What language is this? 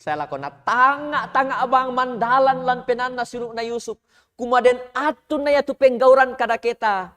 Toraja-Sa'dan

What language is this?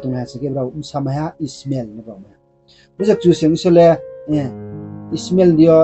Riang (India)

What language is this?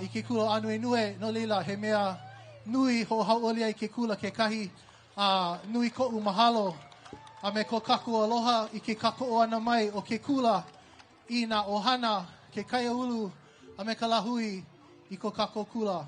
Hawaiian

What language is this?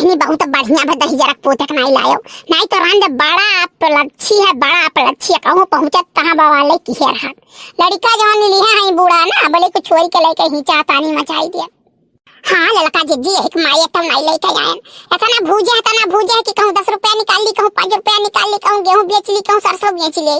Awadhi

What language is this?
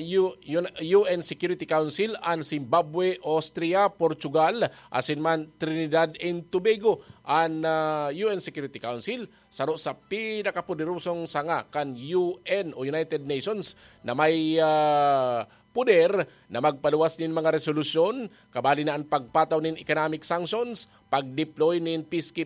Bikol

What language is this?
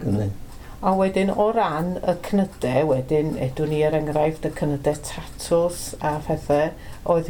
Welsh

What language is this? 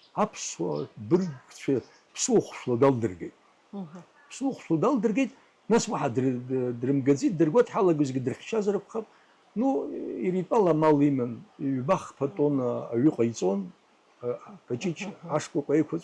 Abkhazian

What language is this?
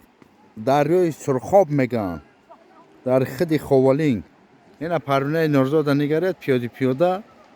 Tajik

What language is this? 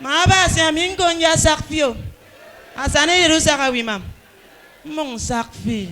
Efik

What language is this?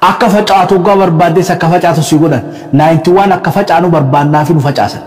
Oromo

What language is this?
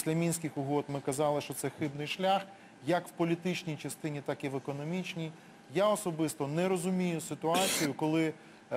Ukrainian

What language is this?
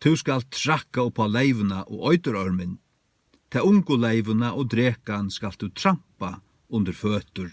Faroese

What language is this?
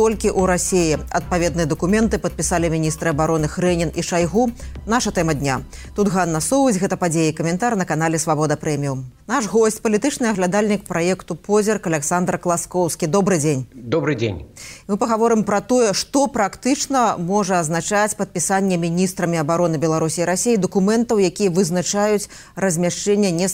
Belarusian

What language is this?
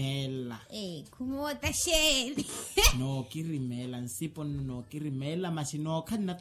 Makhuwa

